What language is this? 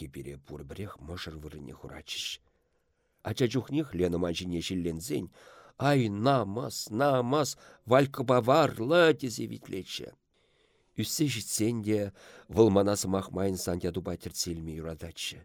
Chuvash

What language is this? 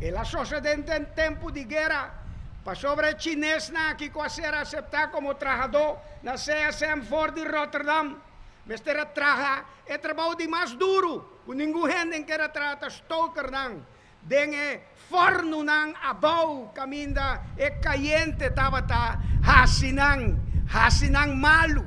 Papiamento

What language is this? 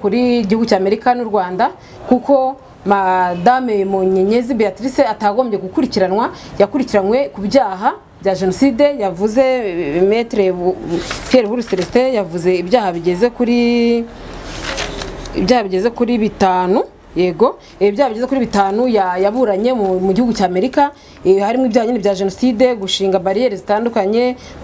Kinyarwanda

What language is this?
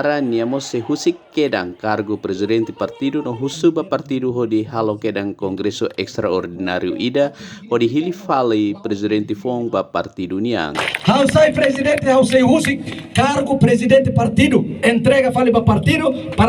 Tetum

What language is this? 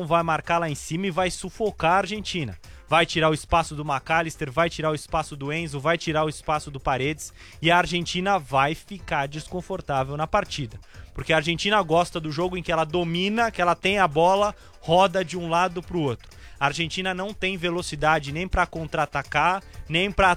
Portuguese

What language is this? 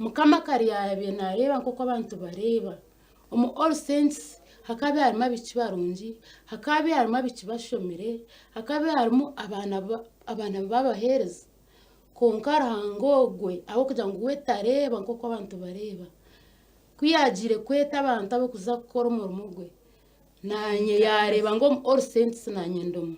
Nyankole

